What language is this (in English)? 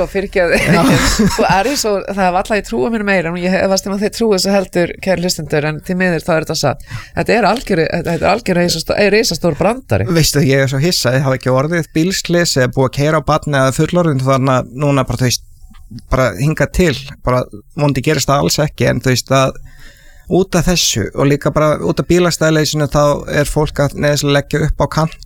Icelandic